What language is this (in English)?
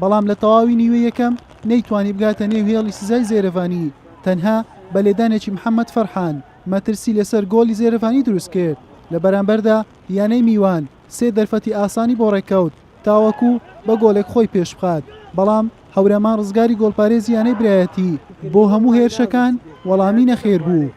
Central Kurdish